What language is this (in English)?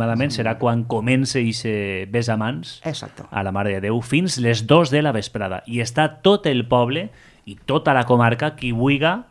Catalan